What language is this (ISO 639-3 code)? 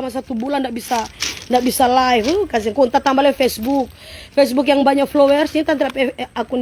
xmm